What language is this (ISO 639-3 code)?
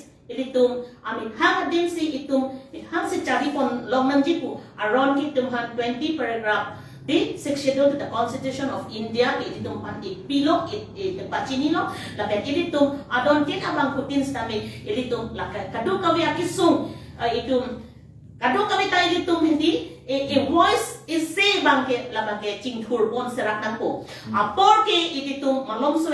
mjw